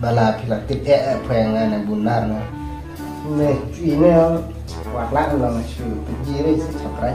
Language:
Khasi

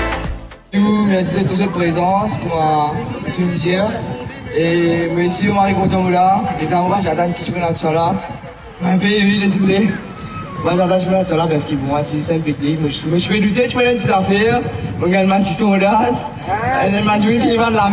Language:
Morisyen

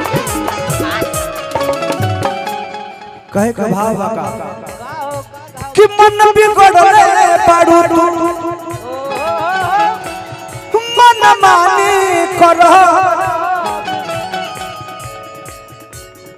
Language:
Bhojpuri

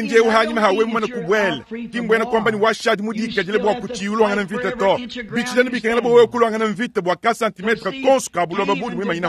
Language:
Luba-Lulua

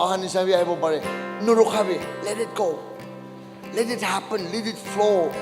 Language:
Naga Pidgin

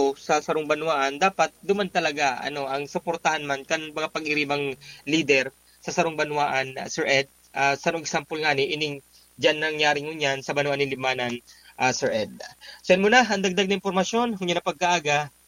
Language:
Bikol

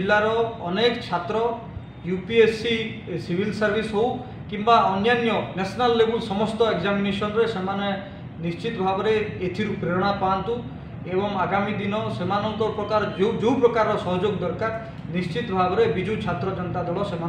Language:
Odia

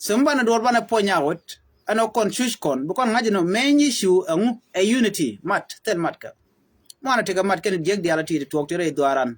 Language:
Nuer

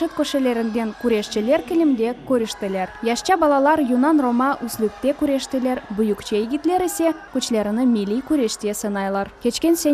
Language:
Crimean Tatar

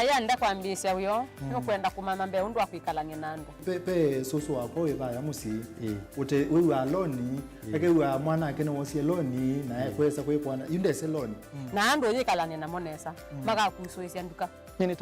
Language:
Kamba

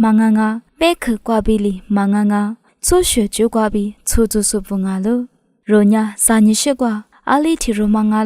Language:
Lisu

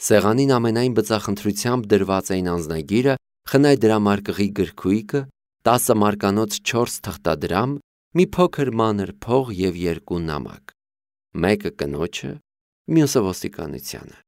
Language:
Armenian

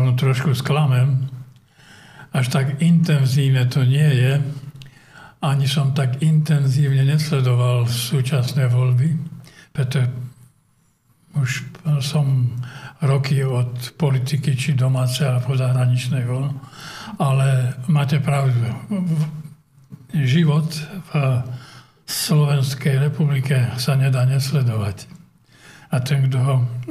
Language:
Slovak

